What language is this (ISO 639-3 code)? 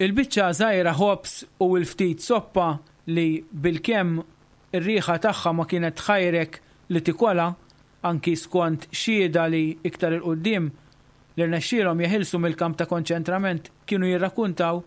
mlt